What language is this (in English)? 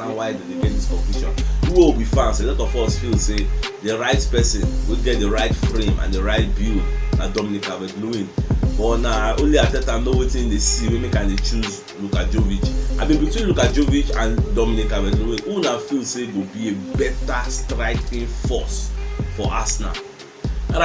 Nigerian Pidgin